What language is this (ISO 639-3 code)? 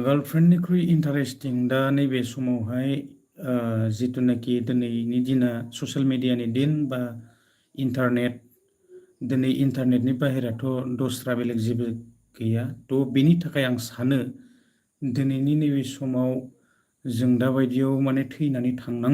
brx